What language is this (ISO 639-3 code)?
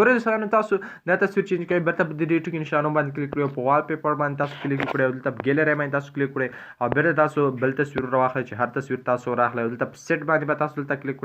pus